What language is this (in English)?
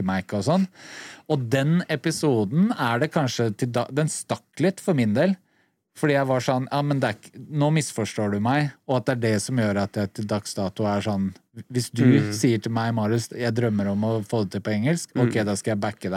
Norwegian